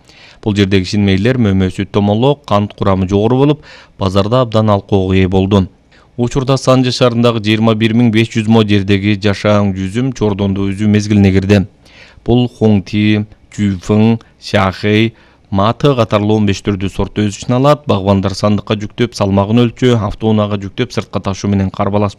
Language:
Kyrgyz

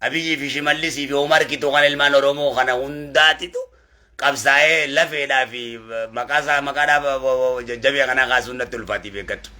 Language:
Oromo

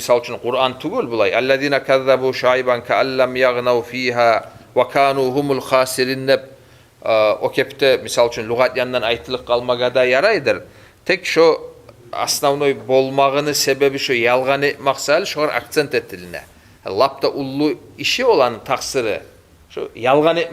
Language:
Kumyk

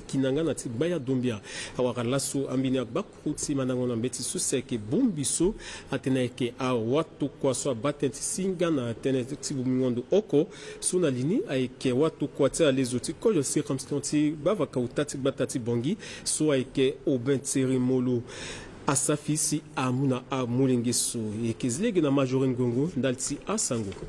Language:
Sango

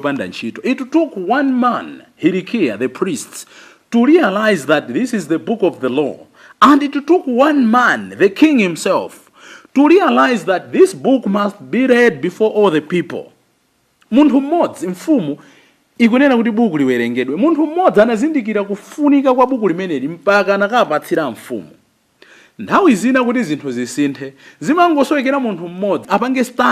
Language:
Nyanja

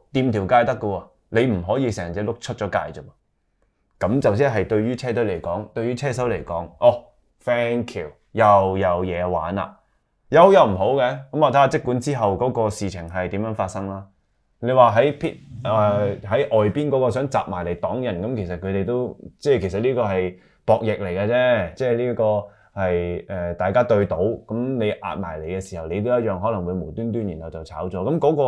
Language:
Cantonese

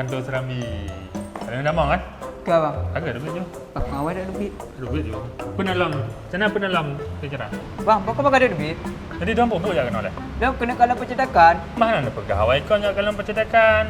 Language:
Achinese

